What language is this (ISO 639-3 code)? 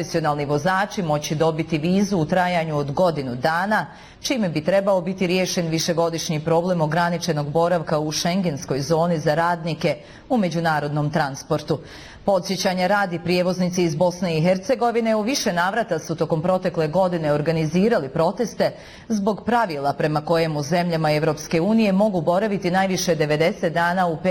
bos